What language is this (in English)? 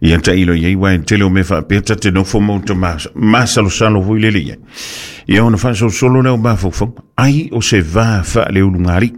Samoan